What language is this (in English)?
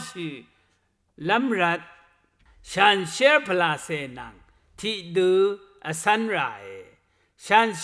Rawang